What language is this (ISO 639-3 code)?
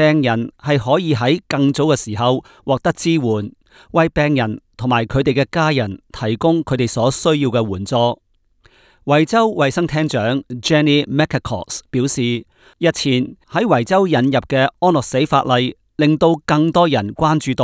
yue